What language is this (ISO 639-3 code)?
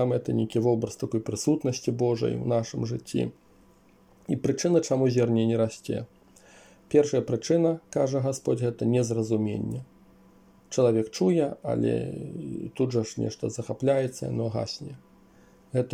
bel